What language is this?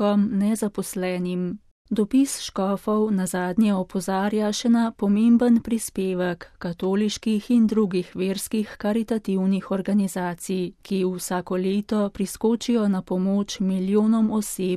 Slovenian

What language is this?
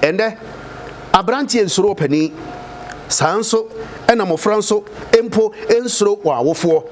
Akan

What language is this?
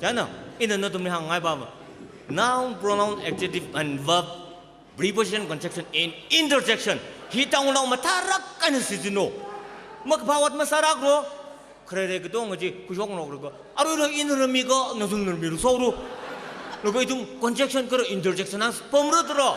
Tangkhul Naga (India)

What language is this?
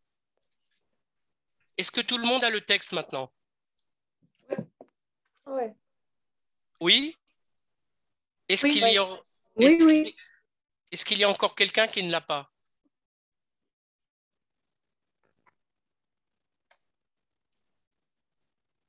French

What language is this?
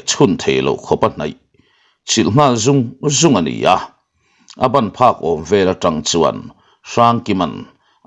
Mizo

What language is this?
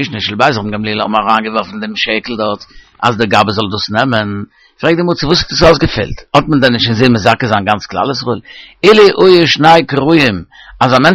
Yiddish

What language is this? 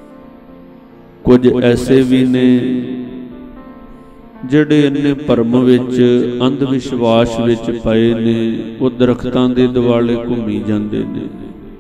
Punjabi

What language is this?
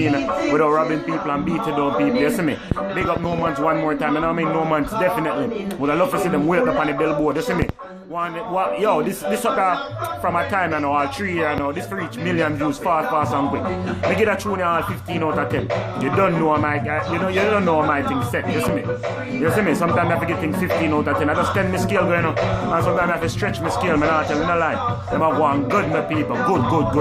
Jamaican Creole English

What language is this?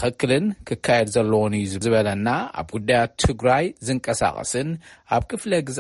Tigrinya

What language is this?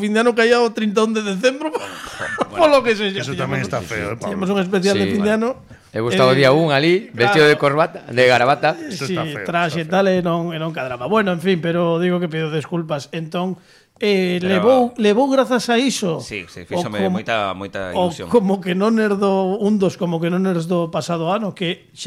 Galician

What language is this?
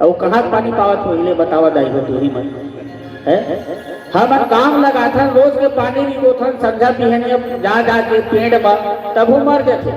Chhattisgarhi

